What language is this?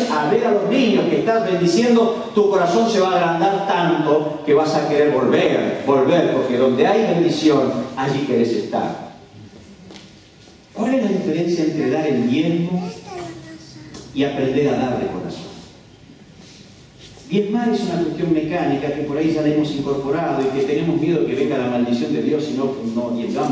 Spanish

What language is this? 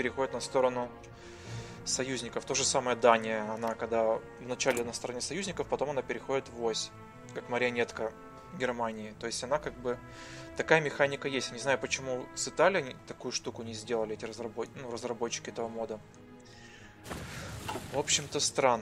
Russian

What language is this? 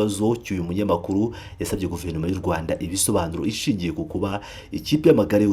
Kinyarwanda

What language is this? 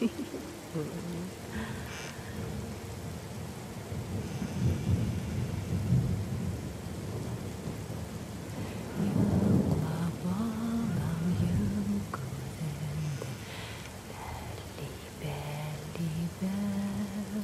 Bashkir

